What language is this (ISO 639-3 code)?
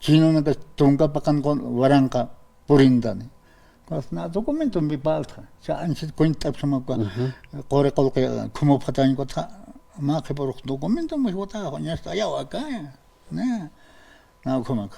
aym